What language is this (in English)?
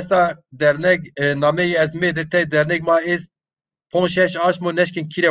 Zaza